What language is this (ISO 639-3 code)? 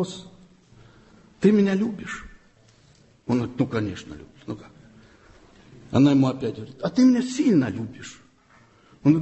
rus